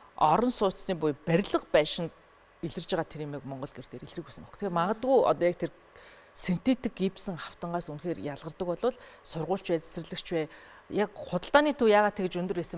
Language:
Mongolian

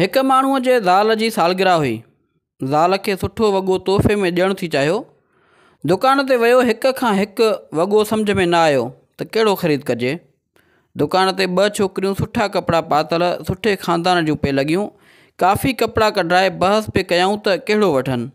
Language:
Sindhi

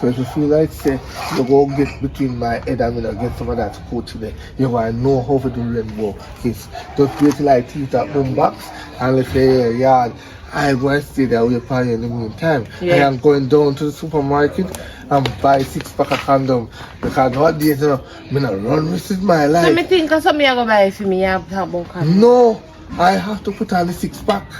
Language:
Jamaican Creole English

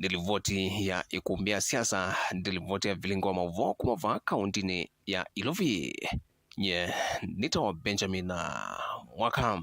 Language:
Kamba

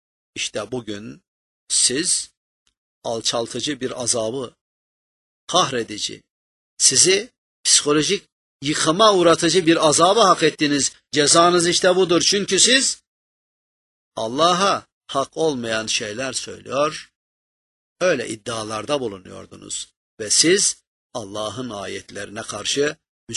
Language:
Turkish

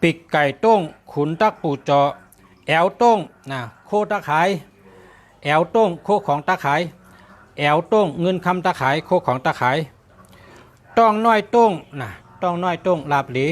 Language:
Shan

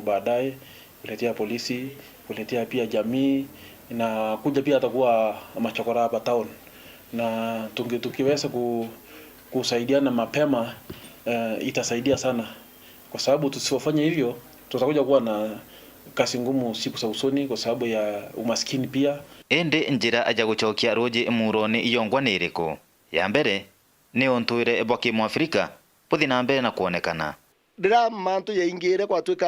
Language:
Meru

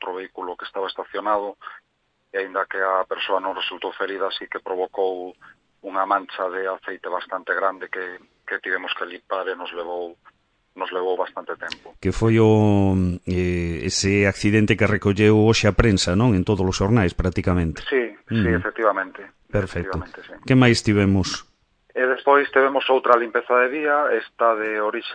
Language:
Galician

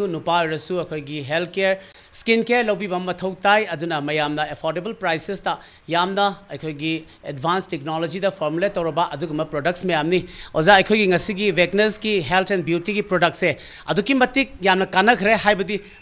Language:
Manipuri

